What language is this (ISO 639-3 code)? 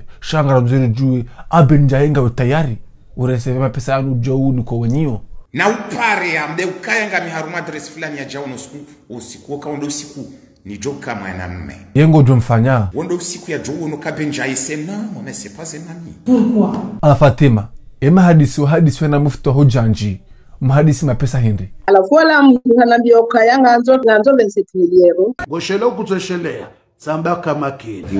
zdj